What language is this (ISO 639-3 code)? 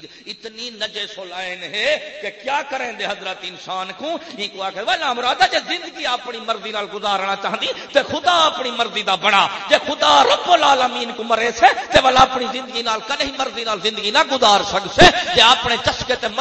skr